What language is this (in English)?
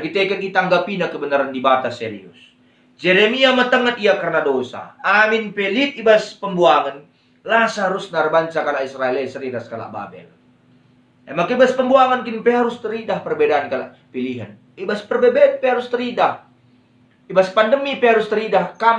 Batak Karo